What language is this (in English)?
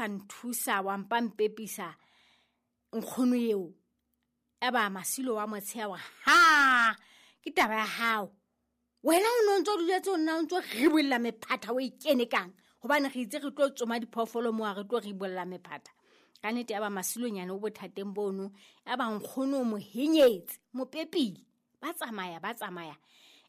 Southern Sotho